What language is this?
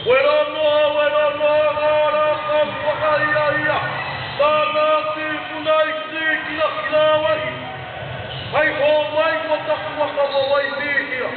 Māori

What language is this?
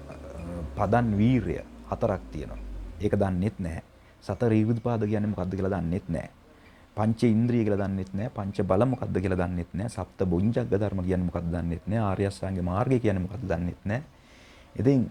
Sinhala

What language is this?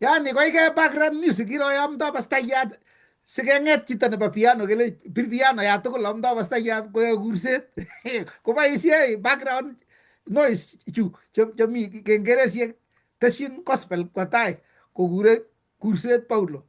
Kalenjin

